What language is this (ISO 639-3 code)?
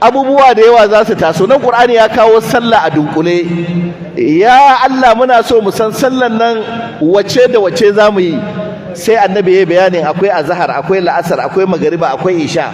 hau